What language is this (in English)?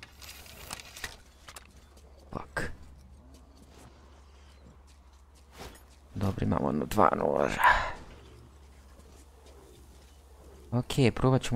Croatian